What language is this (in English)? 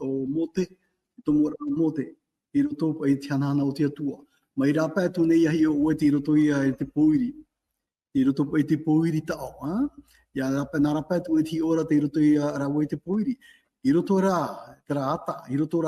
Tahitian